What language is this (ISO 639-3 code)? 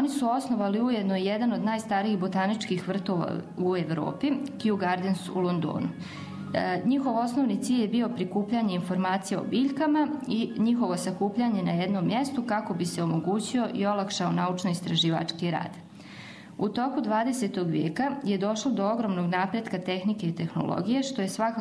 bos